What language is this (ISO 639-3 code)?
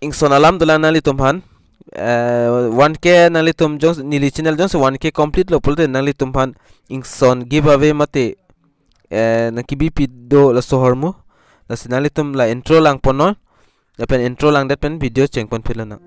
mjw